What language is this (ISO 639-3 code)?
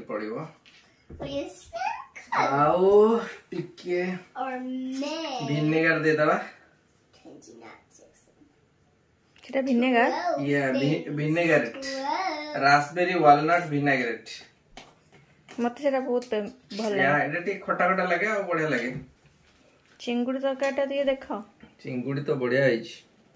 ori